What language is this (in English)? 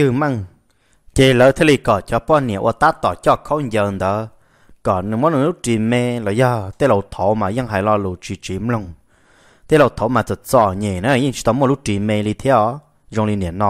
Vietnamese